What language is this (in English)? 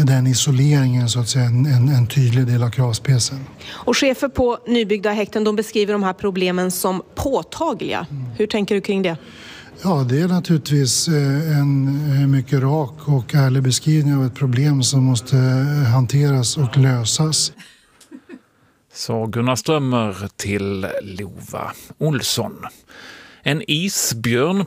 Swedish